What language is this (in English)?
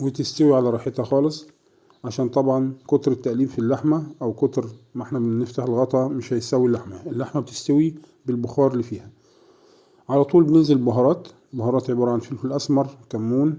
Egyptian Arabic